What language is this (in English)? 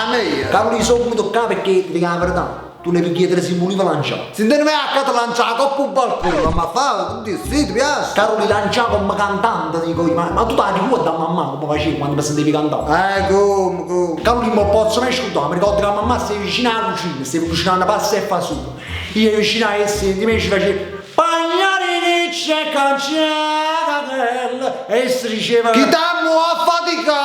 Neapolitan